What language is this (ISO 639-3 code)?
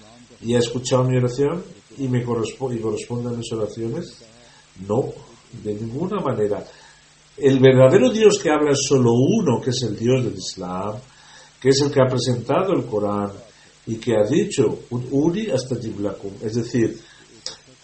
spa